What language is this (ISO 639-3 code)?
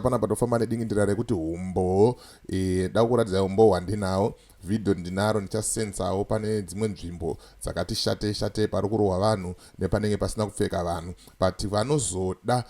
sna